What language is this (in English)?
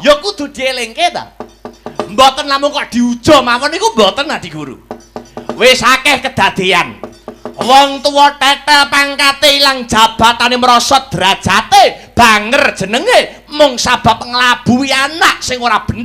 Javanese